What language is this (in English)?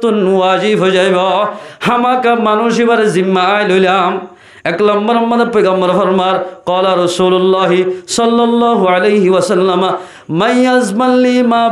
Rohingya